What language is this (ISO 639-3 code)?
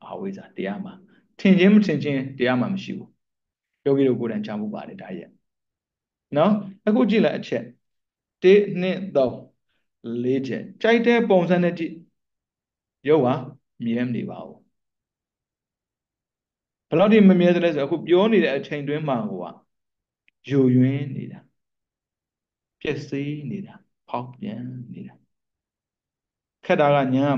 mya